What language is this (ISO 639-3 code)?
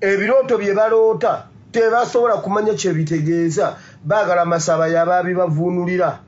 lug